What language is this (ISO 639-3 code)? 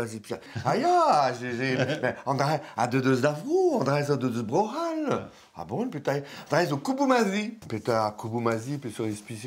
bre